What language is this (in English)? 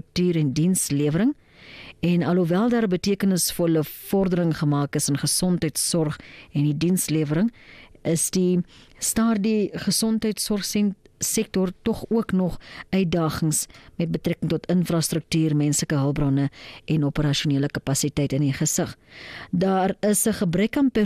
Afrikaans